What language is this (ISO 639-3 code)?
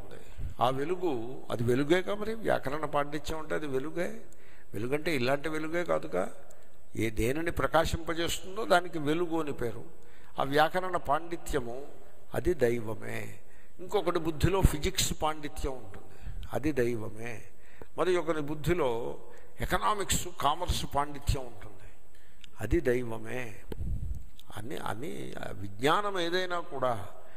tel